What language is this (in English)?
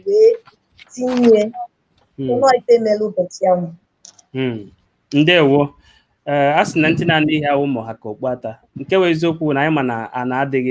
Igbo